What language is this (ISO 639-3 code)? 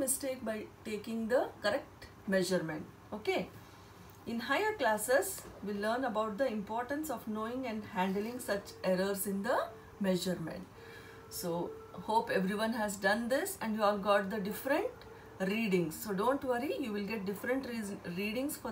eng